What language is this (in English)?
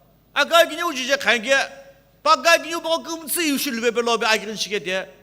Sumi Naga